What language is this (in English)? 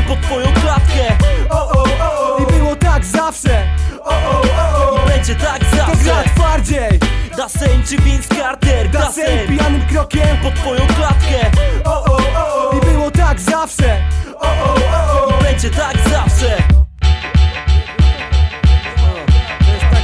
Polish